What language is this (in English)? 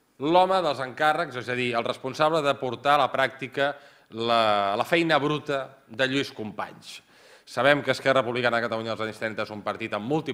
Catalan